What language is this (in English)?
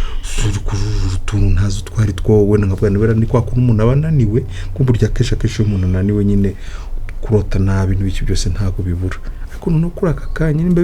Kinyarwanda